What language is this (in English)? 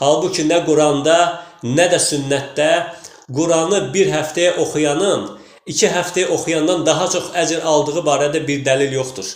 Azerbaijani